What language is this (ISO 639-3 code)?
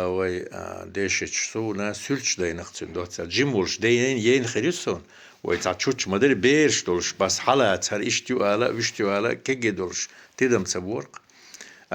che